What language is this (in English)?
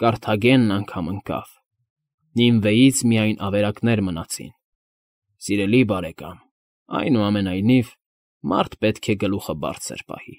Armenian